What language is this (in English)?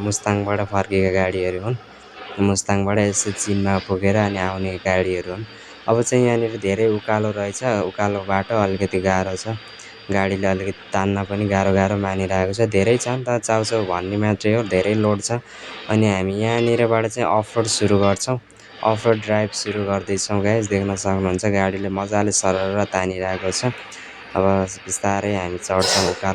Nepali